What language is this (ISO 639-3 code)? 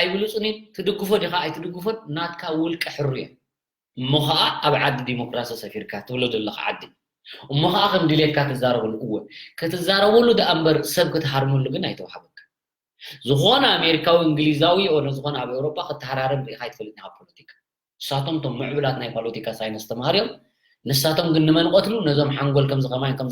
tir